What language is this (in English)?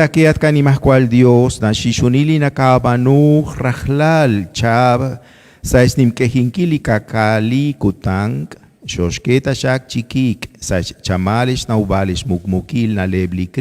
Kekchí